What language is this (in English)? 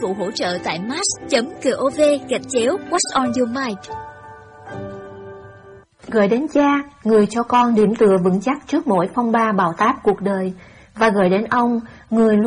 Vietnamese